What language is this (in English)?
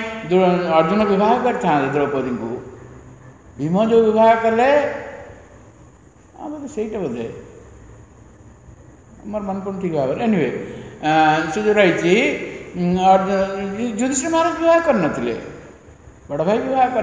Odia